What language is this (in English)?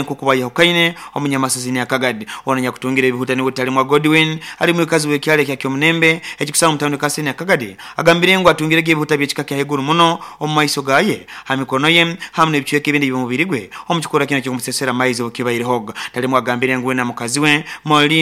Nyoro